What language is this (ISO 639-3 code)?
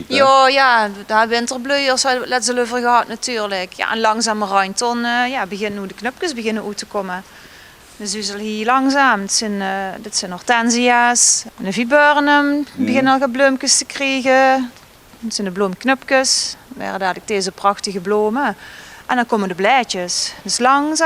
lim